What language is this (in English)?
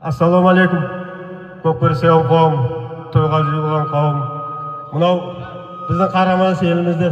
Kazakh